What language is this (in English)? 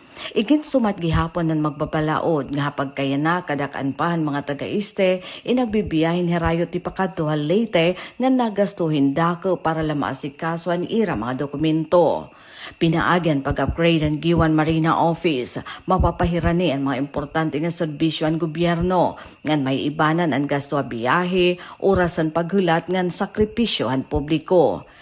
Waray